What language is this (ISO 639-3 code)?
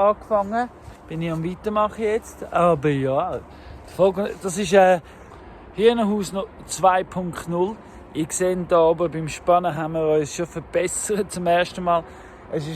gsw